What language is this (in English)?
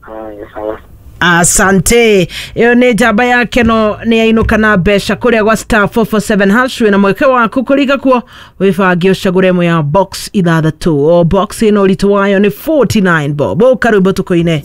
Kikuyu